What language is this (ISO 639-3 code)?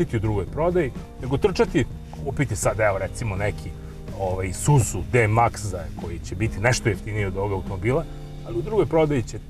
srp